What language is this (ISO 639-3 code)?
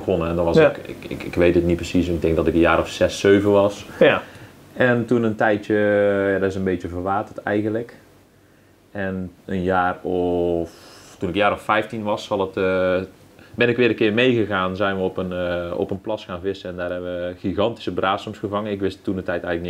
nld